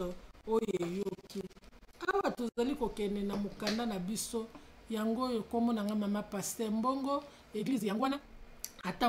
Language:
Lingala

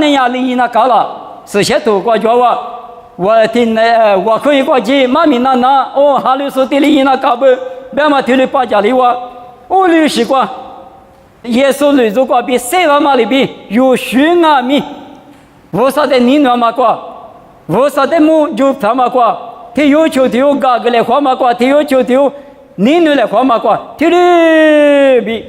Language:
Lisu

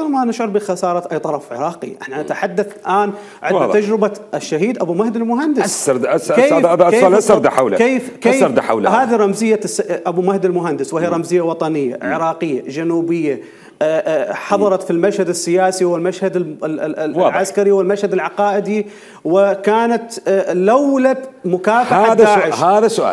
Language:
Mesopotamian Arabic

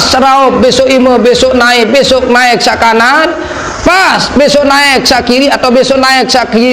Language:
Sasak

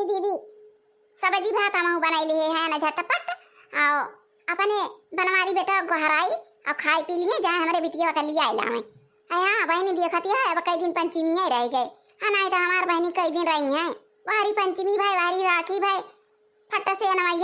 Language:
Awadhi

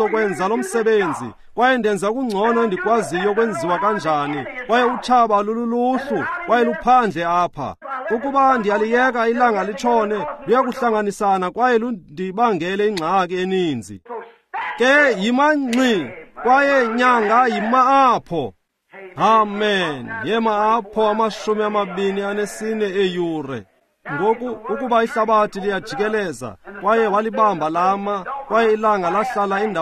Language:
Xhosa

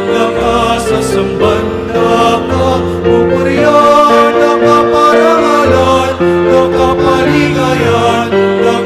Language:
Pampanga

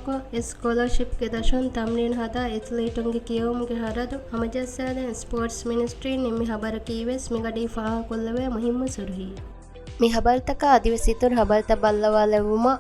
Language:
Divehi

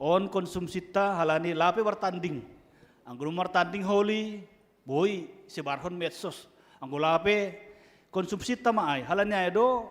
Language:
Batak Simalungun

